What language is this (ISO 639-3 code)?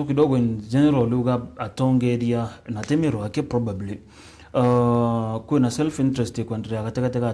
mer